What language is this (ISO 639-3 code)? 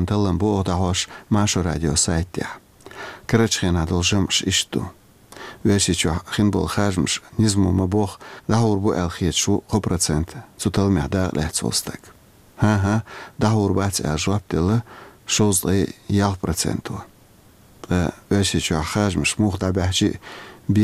che